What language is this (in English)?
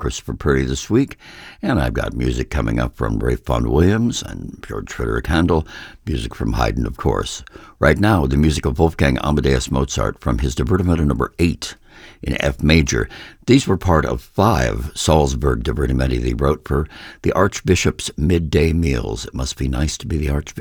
English